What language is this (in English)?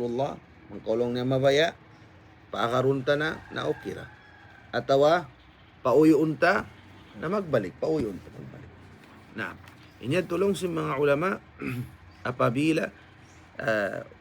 Tausug